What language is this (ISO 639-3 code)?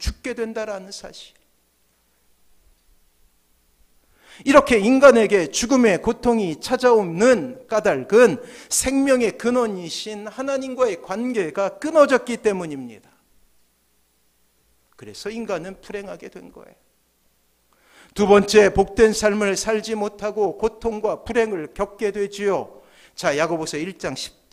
kor